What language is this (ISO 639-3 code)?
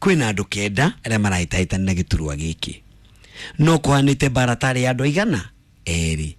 kik